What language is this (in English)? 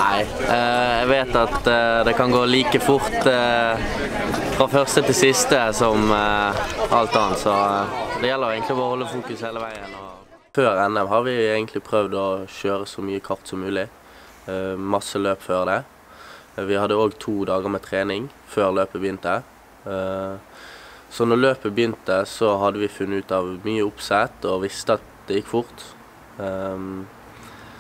Norwegian